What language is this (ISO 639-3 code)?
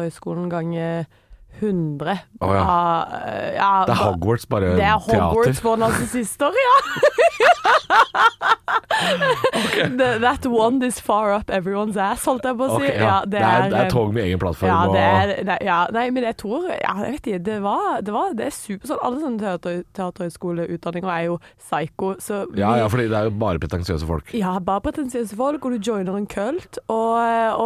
nor